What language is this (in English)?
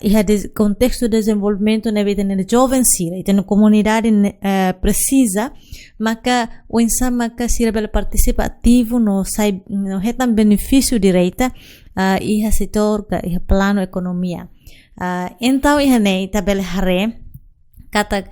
Tetum